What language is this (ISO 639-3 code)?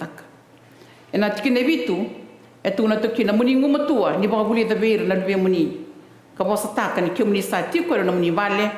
fij